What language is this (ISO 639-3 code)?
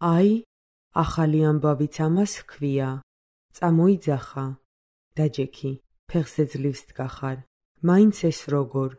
kat